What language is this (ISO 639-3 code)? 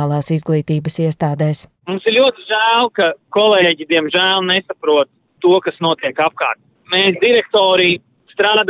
lav